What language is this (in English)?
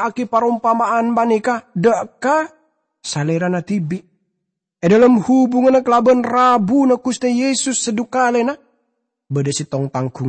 Madurese